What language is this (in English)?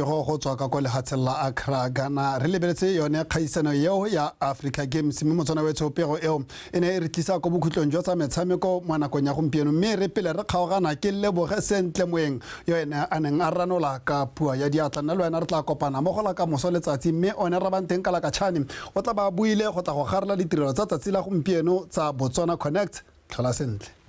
Tswana